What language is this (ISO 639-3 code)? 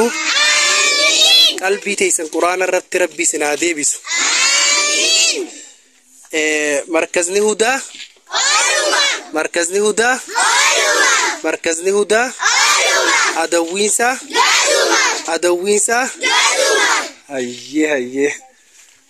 orm